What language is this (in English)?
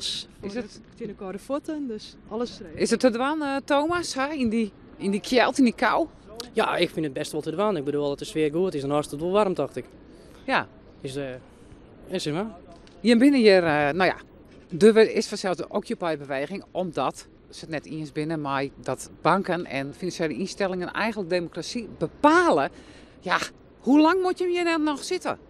Western Frisian